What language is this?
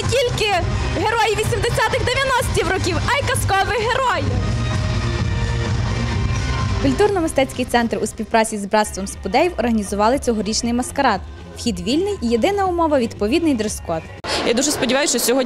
Ukrainian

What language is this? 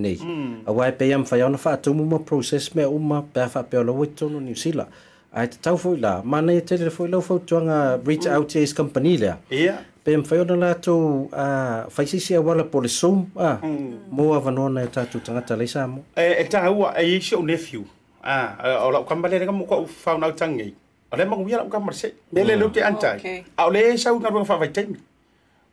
Samoan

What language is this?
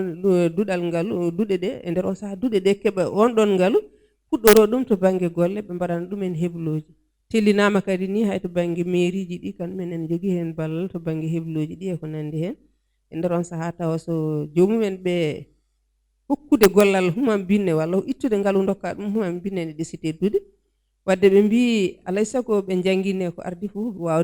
Fula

